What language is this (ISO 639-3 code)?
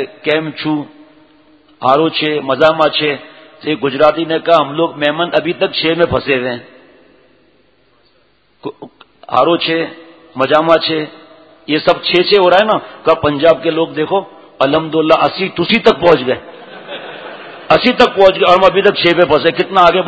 urd